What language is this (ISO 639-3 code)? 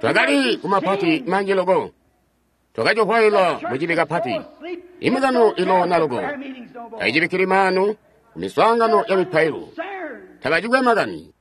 toi